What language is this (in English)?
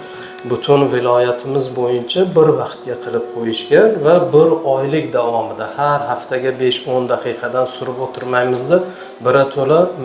Uzbek